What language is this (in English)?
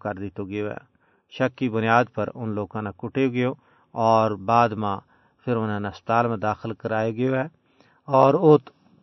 Gujari